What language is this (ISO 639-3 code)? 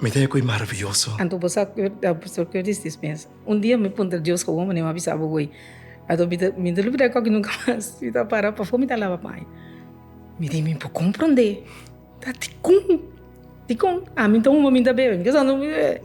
pap